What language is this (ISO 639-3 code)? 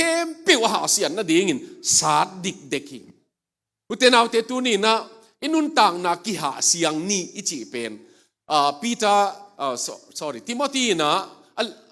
ctd